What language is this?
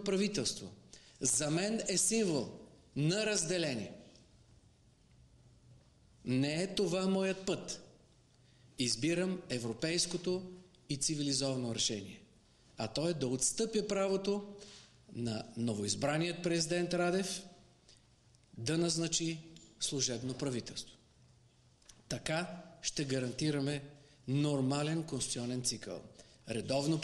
Bulgarian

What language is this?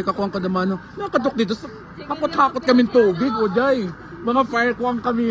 Waray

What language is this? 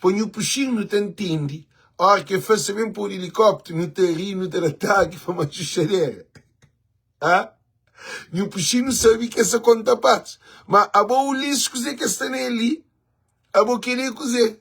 Kabuverdianu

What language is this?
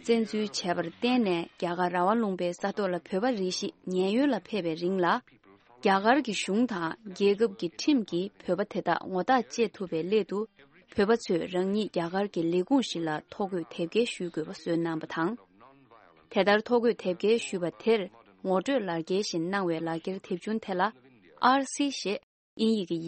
Tibetan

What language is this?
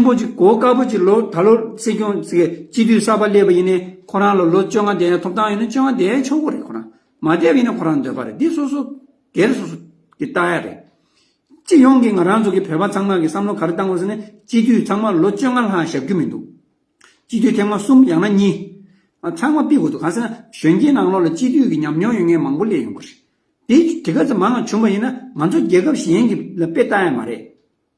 Tibetan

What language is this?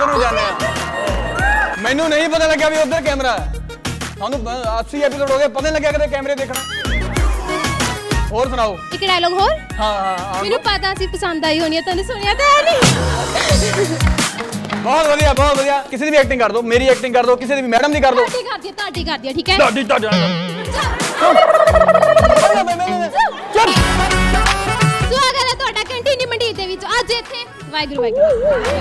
Punjabi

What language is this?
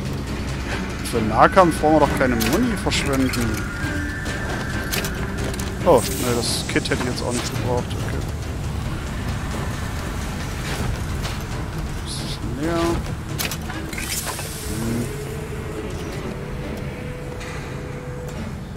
German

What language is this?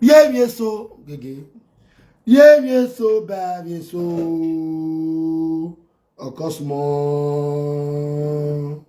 Nigerian Pidgin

